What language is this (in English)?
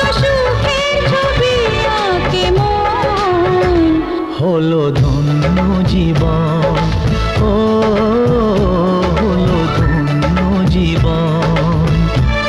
Bangla